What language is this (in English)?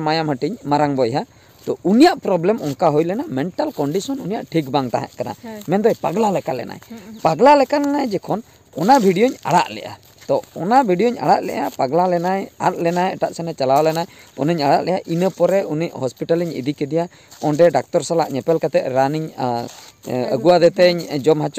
Santali